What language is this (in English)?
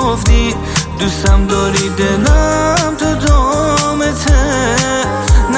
Persian